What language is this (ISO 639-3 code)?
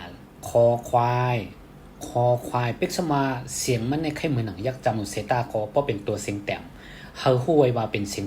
shn